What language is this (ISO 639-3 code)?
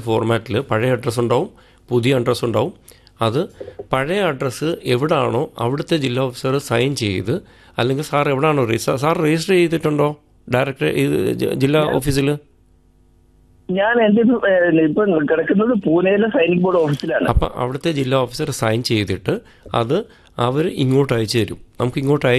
mal